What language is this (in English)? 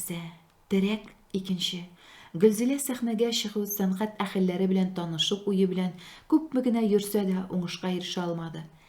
Tatar